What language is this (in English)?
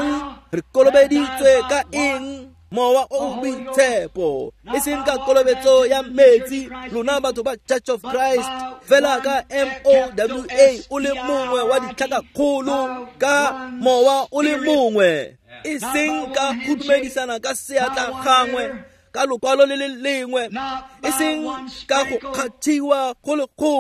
Tswana